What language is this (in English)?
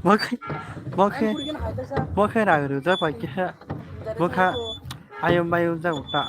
Kok Borok